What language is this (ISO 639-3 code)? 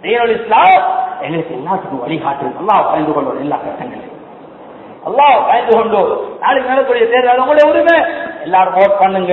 tam